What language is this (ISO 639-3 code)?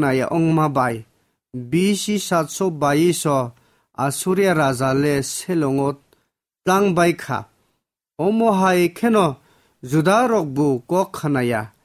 trp